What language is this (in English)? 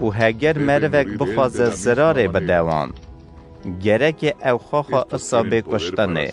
Kurdish